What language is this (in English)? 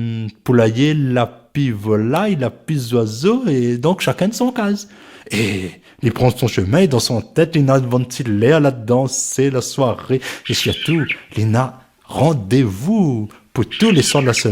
Réunion Creole French